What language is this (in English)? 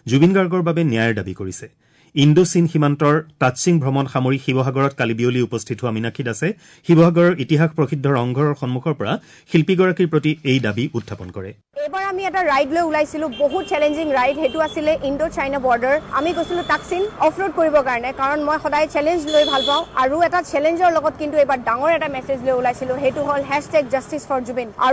Assamese